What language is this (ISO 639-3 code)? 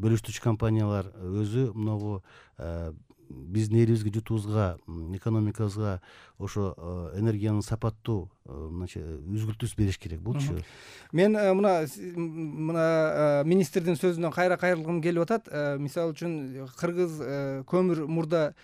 kir